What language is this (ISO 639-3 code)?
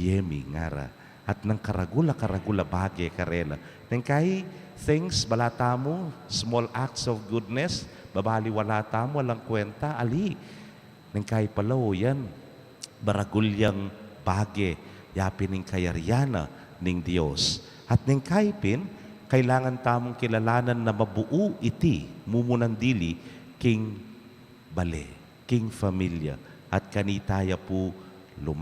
pam